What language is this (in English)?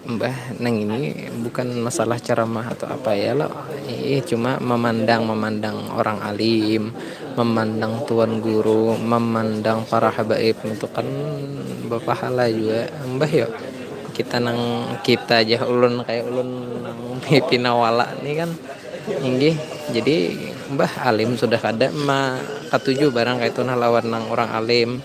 Banjar